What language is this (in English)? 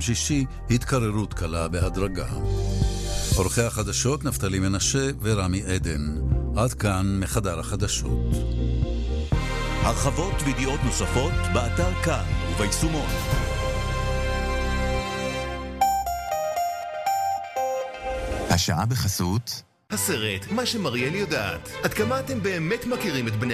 Hebrew